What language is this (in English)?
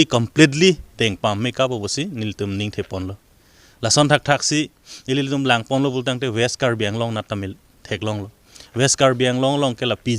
Karbi